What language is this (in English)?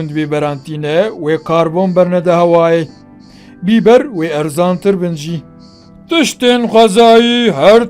Kurdish